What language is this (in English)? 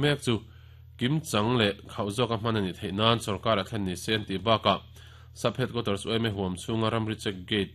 Mizo